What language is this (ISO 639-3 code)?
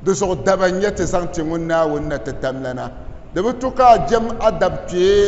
dag